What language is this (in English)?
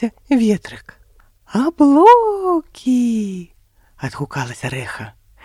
Belarusian